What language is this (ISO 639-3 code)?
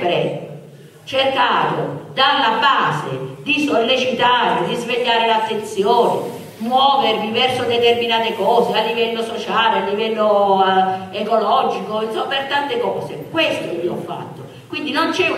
ita